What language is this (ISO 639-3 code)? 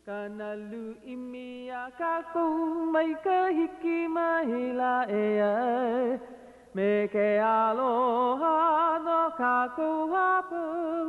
haw